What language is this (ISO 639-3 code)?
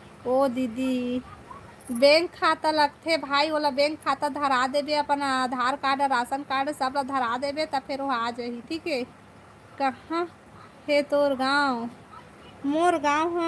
hne